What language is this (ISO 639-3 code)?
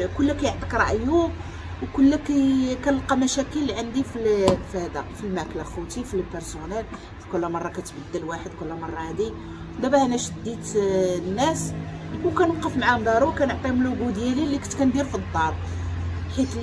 ary